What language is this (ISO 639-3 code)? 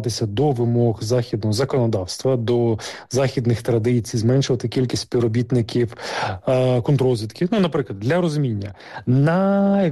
ukr